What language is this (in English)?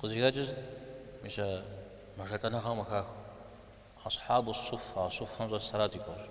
Kabardian